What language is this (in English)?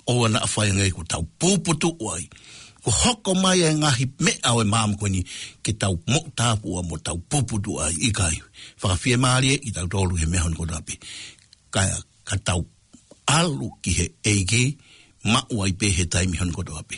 Tongan